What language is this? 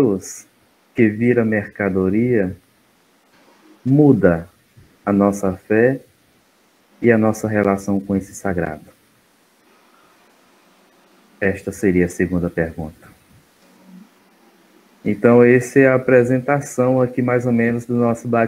Portuguese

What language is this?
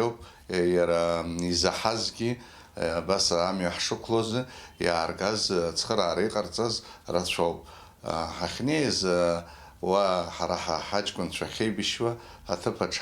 Abkhazian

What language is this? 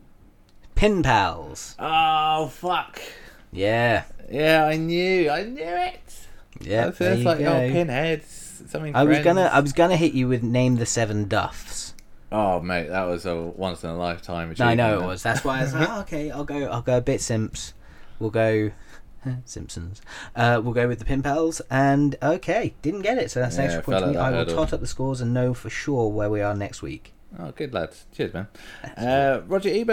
English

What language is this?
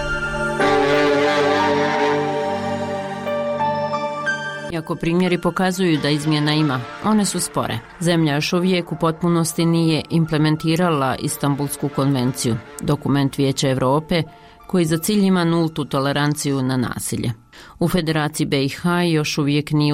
Bosnian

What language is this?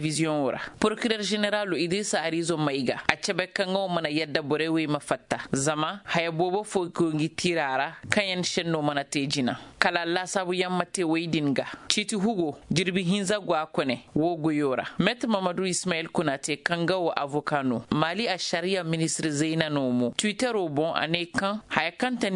Zarma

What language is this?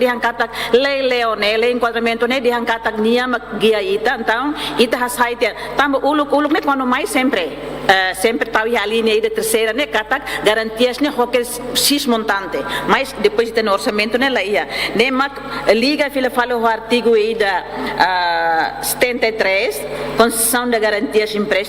Tetum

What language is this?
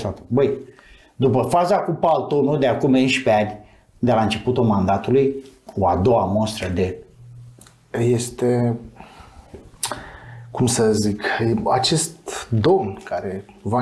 Romanian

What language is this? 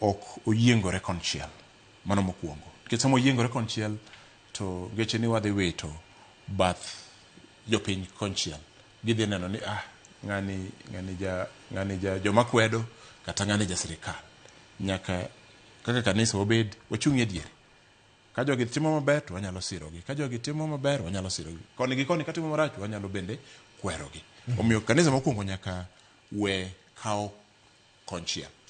Luo (Kenya and Tanzania)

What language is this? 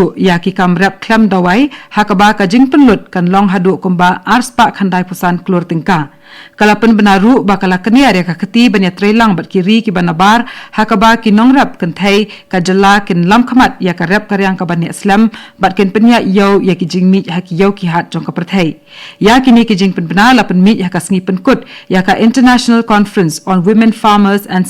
Khasi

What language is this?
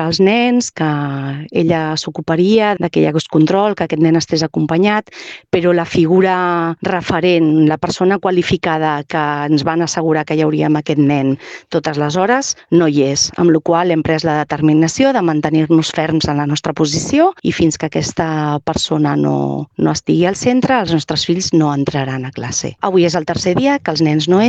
Catalan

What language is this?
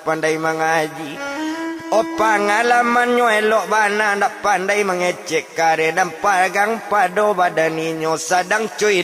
Minangkabau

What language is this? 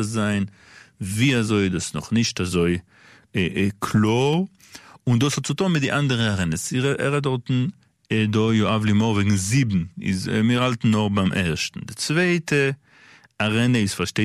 Yiddish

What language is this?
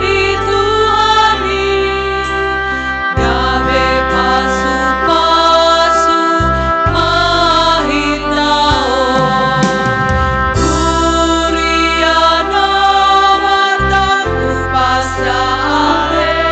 Batak Simalungun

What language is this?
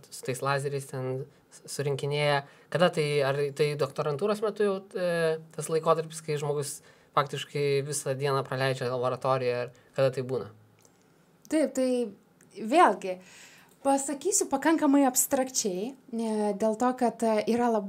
Lithuanian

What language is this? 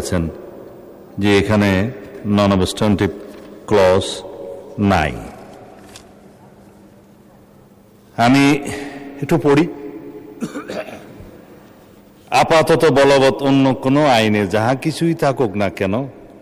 Bangla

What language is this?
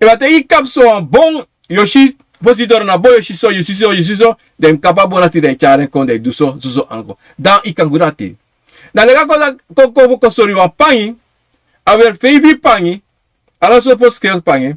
Sranan Tongo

